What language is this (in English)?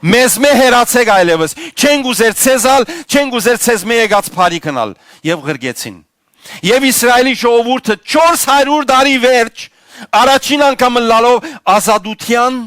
Western Armenian